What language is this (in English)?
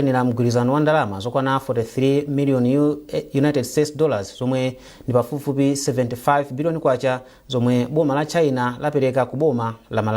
Nyanja